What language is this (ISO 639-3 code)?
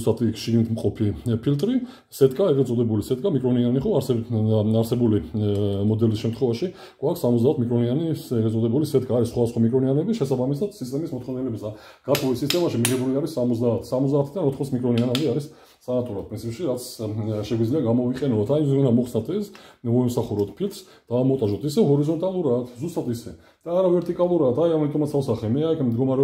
kat